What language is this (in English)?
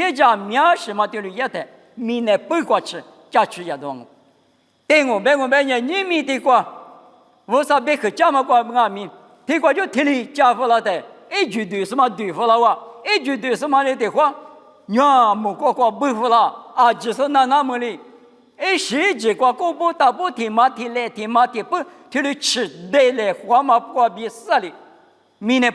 Lisu